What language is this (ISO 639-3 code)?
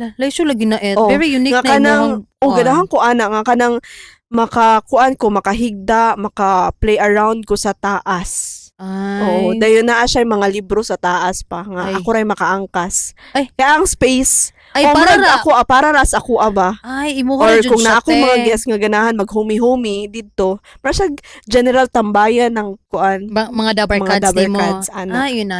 ceb